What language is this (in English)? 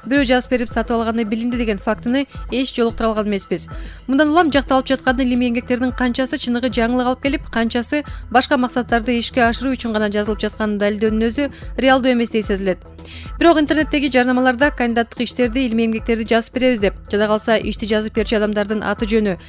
Kyrgyz